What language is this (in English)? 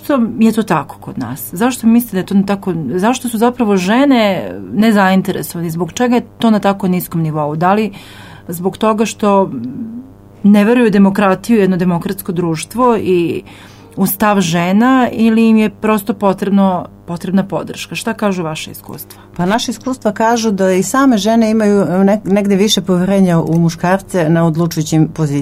Serbian